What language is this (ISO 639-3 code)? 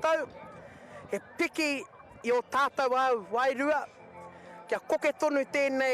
mri